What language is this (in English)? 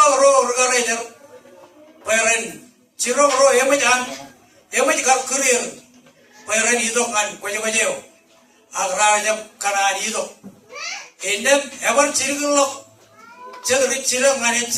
Marshallese